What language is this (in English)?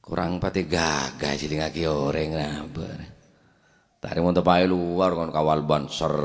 Madurese